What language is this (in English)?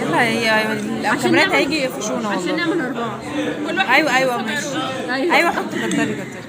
Egyptian Arabic